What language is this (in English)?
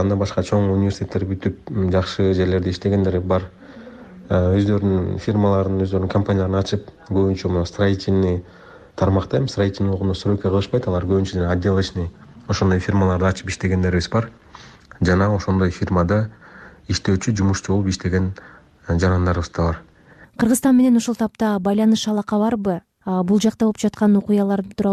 Kyrgyz